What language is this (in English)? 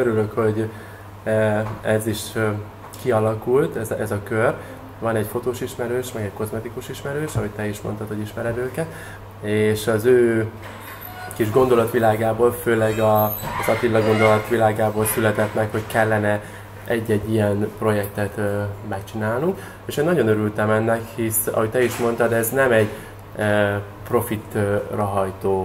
Hungarian